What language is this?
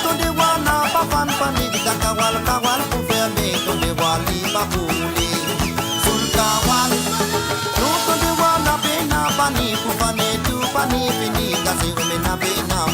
Morisyen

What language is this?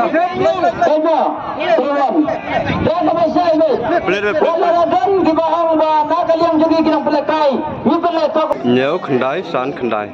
Khasi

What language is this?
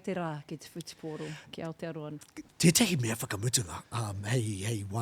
Māori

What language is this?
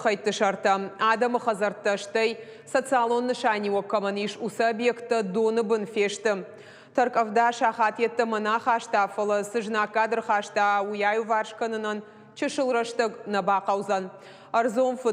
Ossetic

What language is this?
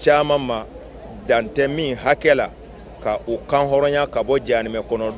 Bambara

